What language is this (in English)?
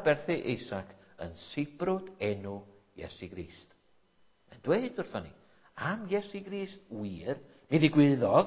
Welsh